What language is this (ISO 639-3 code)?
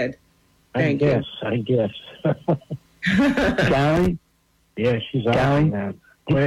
eng